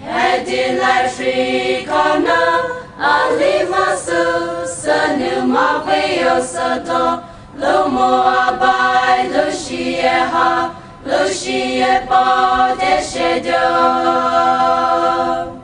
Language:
Poumei Naga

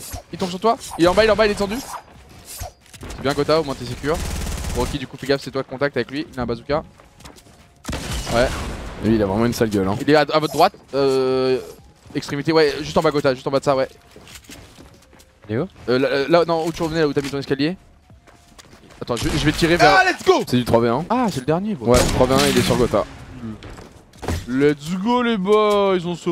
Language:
French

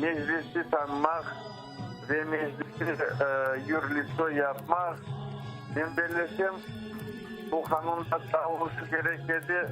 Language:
Crimean Tatar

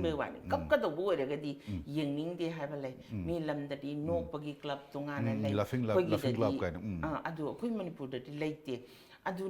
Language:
Manipuri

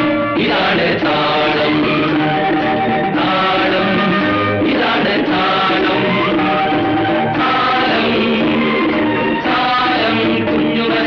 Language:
Malayalam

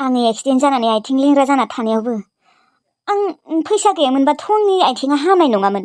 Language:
Bodo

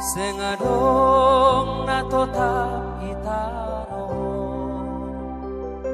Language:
Batak Simalungun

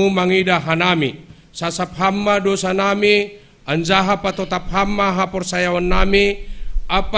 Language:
Batak Simalungun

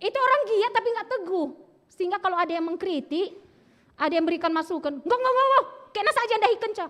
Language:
Batak Karo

